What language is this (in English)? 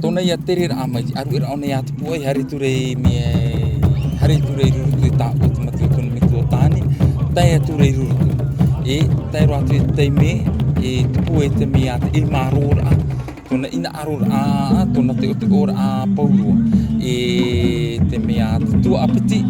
Tahitian